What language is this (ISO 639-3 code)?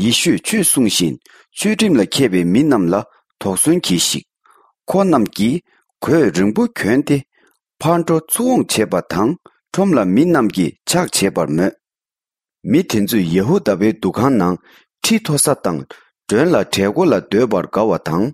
bod